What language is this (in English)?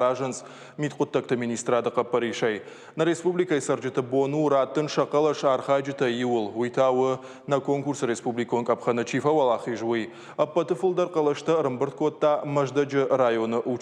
Ossetic